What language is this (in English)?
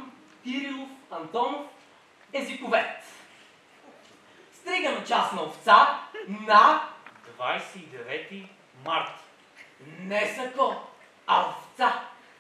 Bulgarian